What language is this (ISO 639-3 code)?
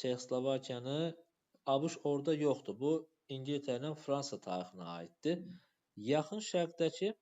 aze